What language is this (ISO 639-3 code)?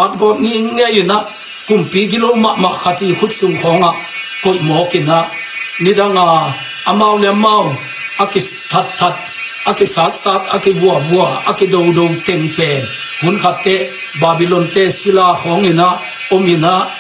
ctd